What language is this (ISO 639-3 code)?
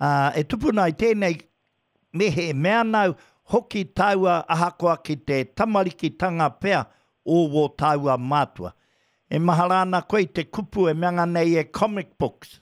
mri